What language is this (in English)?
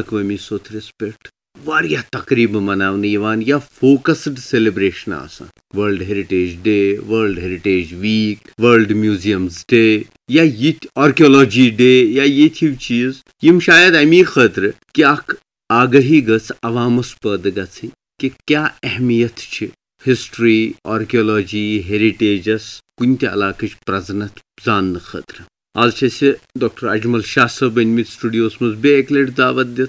Kashmiri